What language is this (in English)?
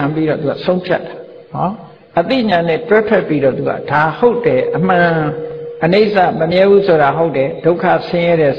Burmese